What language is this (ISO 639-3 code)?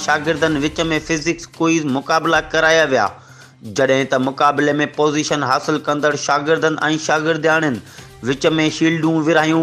snd